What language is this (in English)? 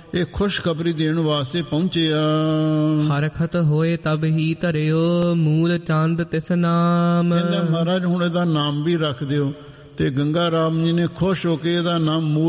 Punjabi